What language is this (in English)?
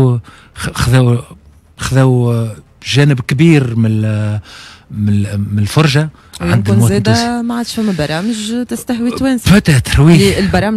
Tunisian Arabic